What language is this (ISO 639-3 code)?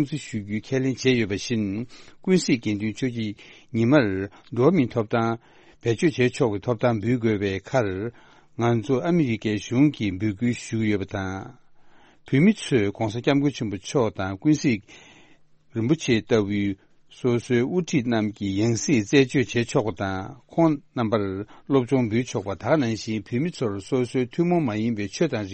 bod